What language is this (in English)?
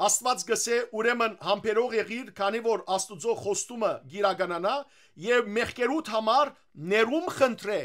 Western Armenian